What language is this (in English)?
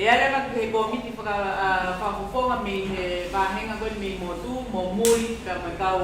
Tongan